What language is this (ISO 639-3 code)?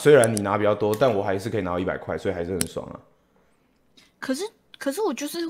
zho